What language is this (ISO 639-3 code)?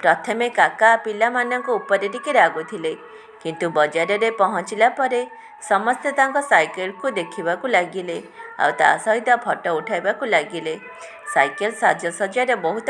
ori